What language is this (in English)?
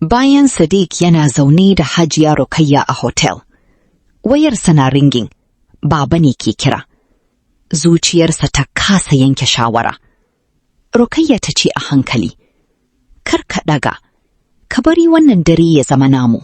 Hausa